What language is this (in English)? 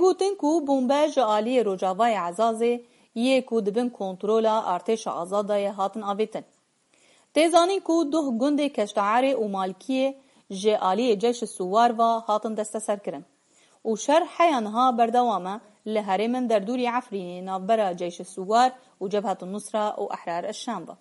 Kurdish